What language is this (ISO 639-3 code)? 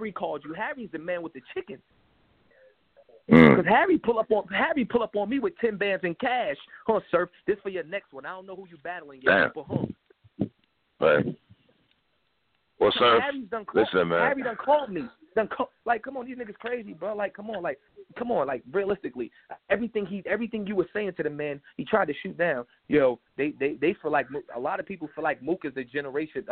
eng